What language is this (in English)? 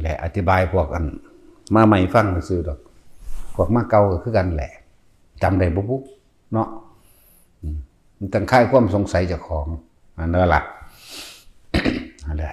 Lao